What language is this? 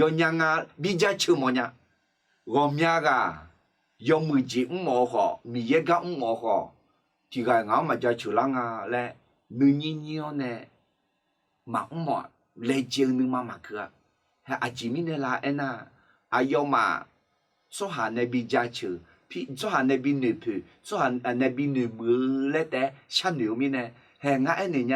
Akha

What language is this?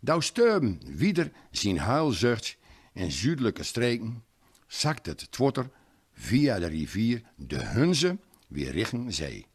Gronings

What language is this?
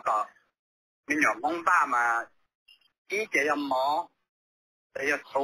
Hmong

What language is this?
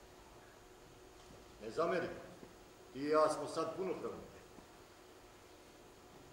Serbian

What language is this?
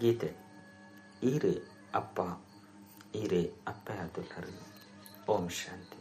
Tulu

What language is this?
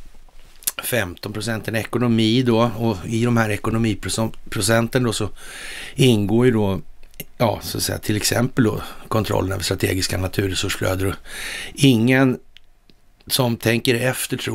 Swedish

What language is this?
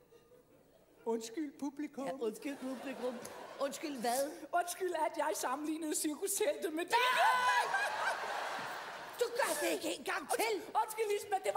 Danish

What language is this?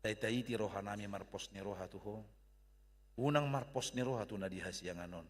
Batak Toba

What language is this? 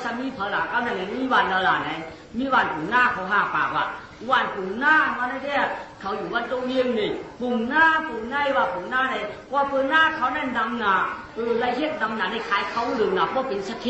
Shan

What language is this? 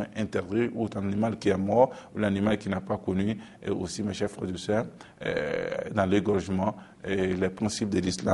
French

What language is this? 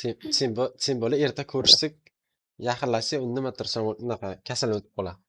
Uzbek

